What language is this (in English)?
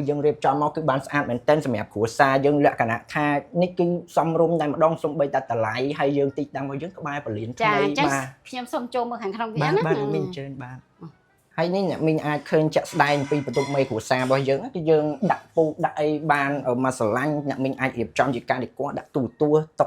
Khmer